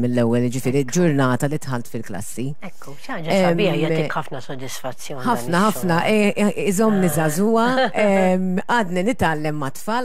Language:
Maltese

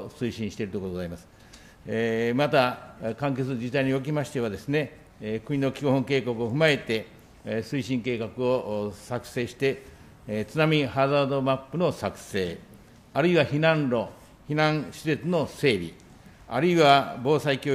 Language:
Japanese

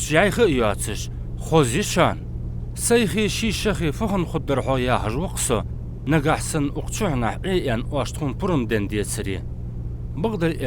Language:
Ingush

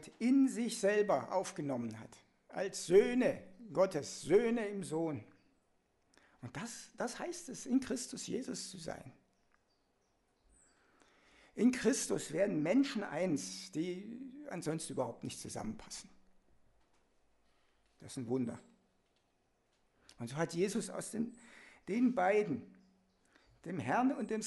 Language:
German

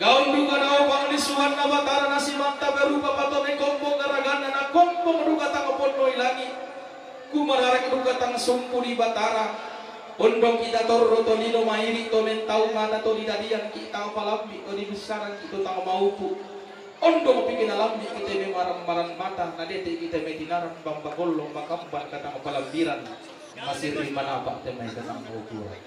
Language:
Toraja-Sa'dan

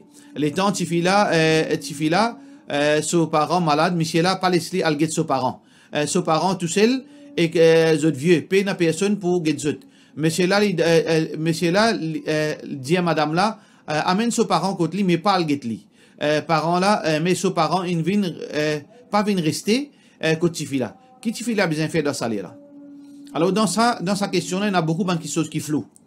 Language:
Morisyen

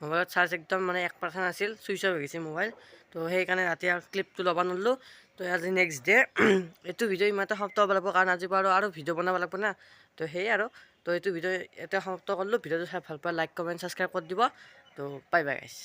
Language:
Assamese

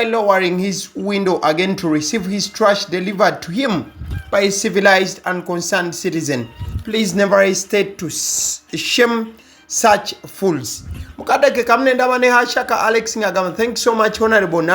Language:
Ganda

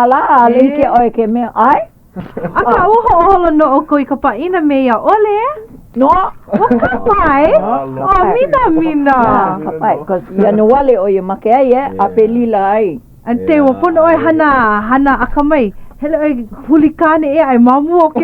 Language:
Hawaiian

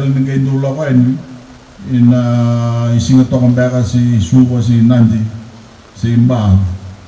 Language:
Fijian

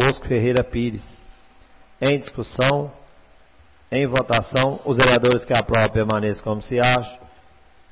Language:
Portuguese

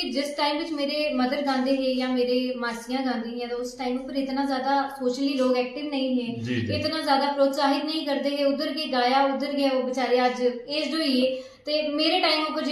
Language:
Dogri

